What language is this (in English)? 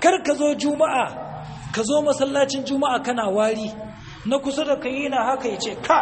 Hausa